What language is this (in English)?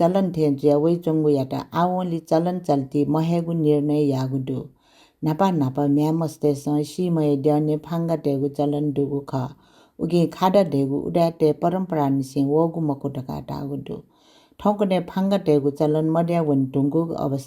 Newari